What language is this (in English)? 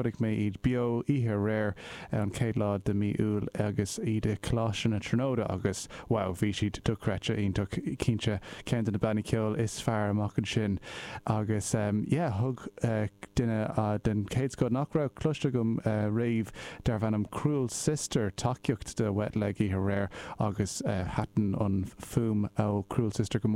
Irish